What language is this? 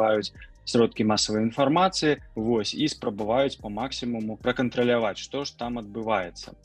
Belarusian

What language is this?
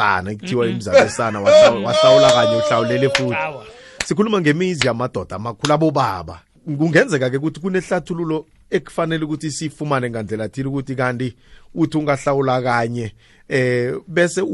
South Ndebele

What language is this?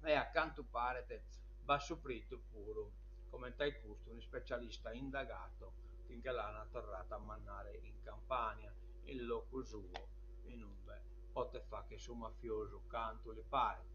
Sardinian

